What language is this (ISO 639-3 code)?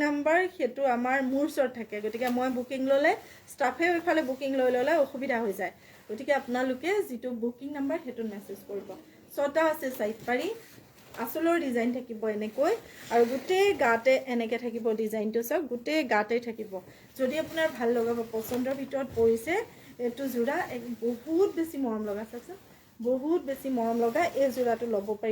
asm